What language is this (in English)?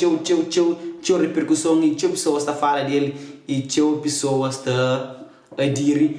Kabuverdianu